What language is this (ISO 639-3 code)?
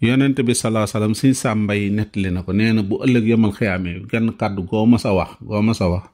wol